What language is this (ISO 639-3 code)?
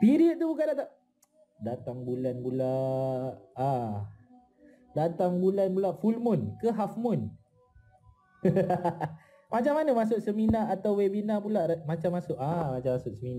msa